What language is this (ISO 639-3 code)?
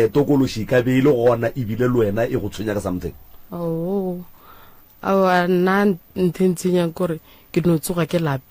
nso